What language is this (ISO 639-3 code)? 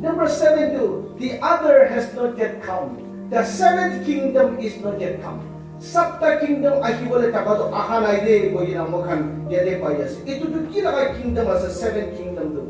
nag